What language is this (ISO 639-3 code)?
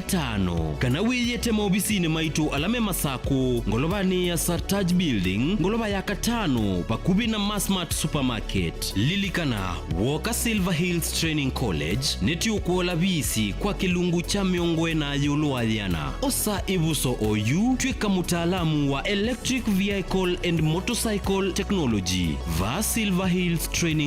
kam